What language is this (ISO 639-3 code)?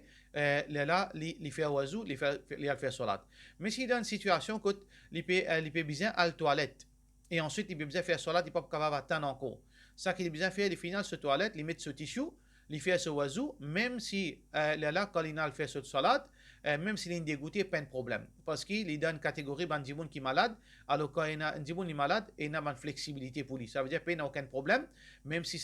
mfe